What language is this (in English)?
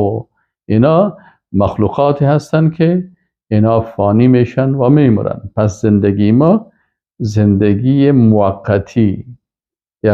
Persian